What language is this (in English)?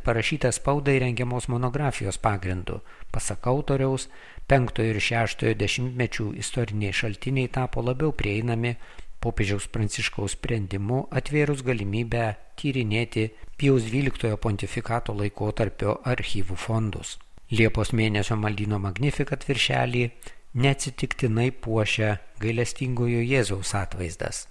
Lithuanian